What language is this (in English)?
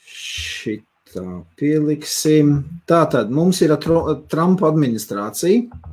Latvian